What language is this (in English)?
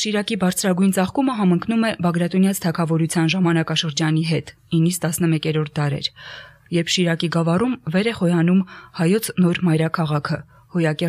Armenian